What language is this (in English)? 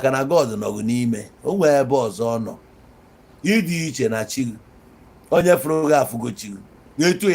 Igbo